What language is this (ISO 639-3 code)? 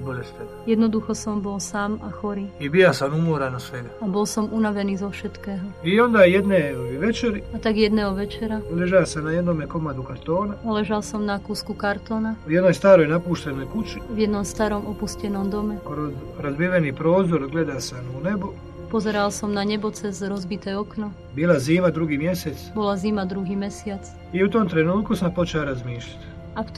hrv